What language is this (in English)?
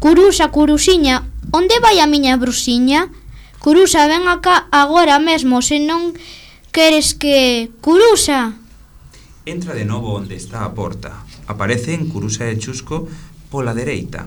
Galician